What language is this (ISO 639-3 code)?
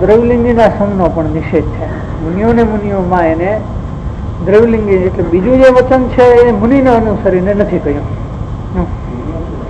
guj